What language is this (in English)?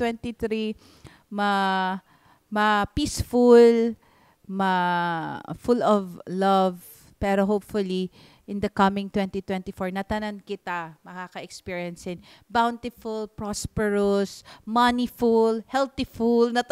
Waray